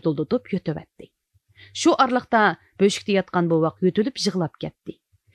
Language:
Uyghur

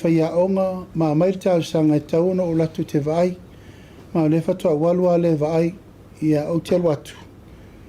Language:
Samoan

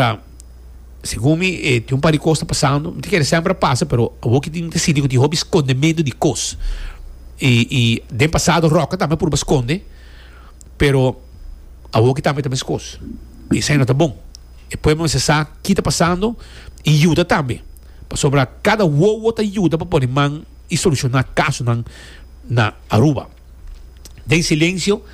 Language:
Papiamento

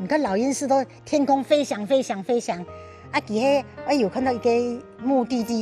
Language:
Hakka Chinese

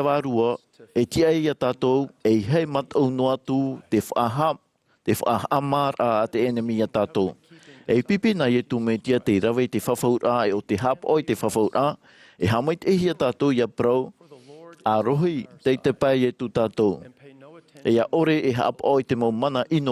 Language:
Tahitian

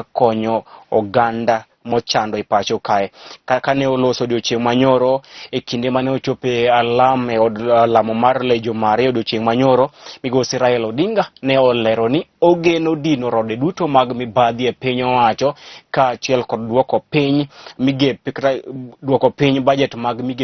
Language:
Luo (Kenya and Tanzania)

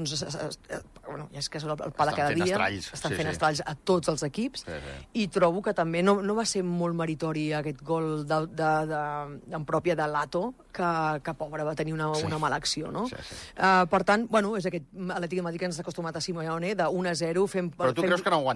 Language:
Catalan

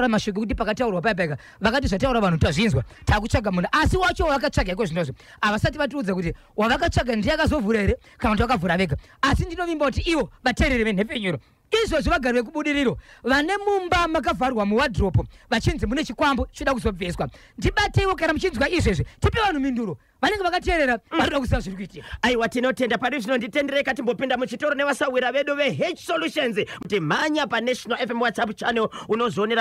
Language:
Shona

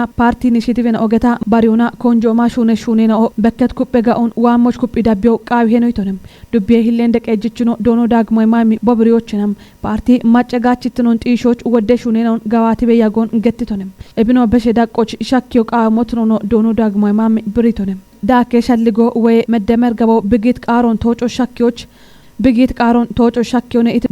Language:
Kafa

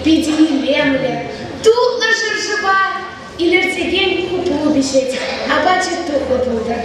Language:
Chuvash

